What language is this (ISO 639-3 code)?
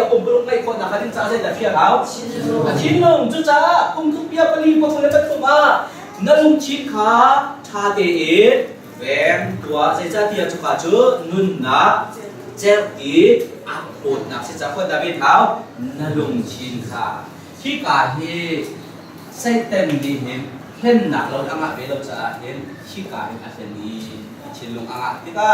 cnh